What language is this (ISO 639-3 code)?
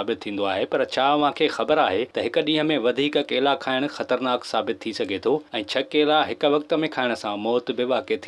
snd